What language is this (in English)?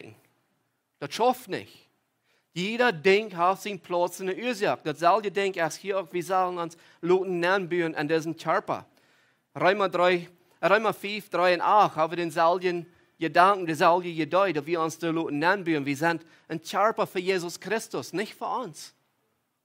Plautdietsch